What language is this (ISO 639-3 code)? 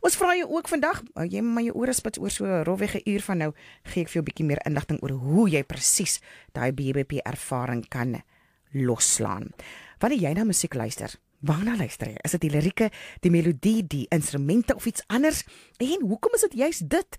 afr